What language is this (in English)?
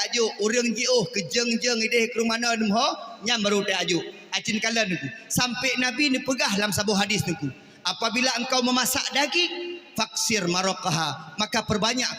Achinese